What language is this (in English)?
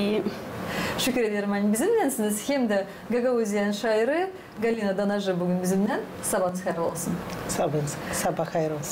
Gagauz